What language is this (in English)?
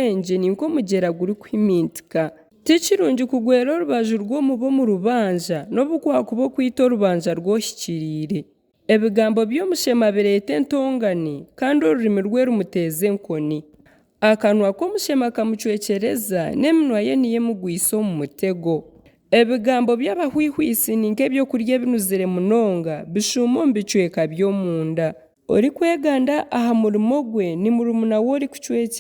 Nyankole